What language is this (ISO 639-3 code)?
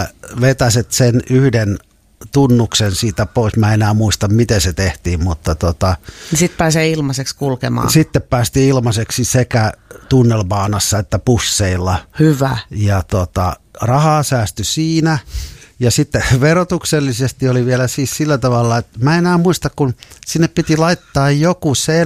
fin